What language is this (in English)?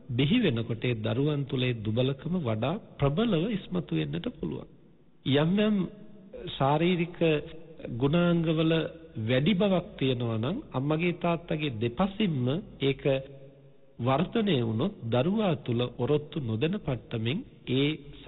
Sinhala